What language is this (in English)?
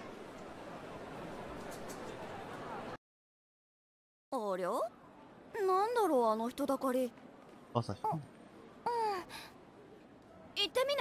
Japanese